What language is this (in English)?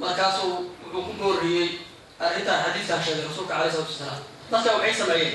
Somali